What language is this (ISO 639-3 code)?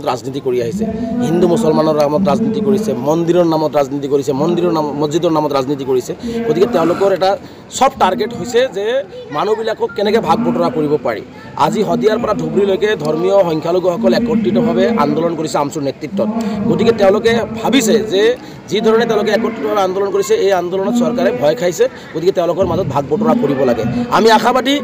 asm